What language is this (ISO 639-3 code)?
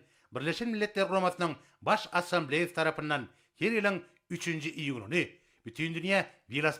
tuk